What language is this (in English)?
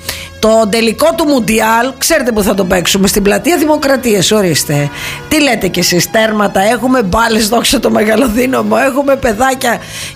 Greek